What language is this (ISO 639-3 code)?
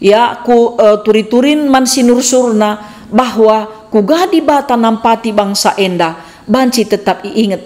btx